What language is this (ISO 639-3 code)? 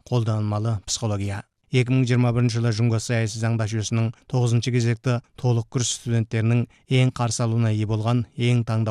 kaz